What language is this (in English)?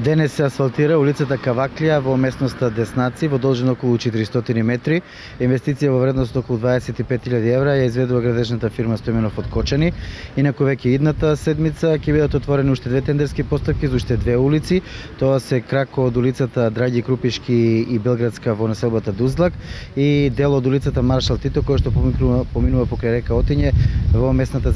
Macedonian